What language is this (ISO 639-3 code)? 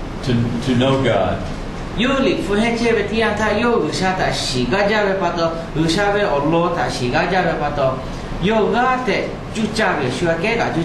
lhu